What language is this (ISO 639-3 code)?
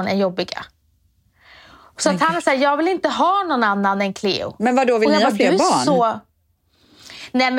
swe